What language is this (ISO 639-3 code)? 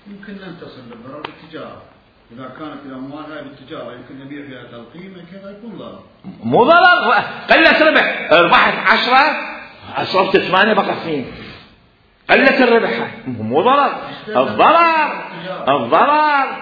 acm